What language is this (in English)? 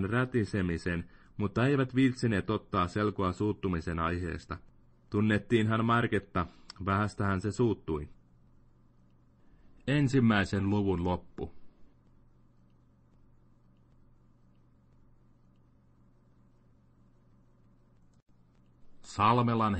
Finnish